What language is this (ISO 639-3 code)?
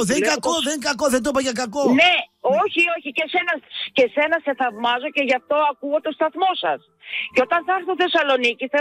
ell